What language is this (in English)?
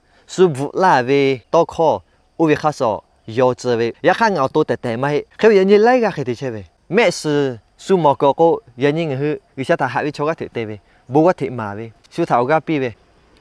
Lahu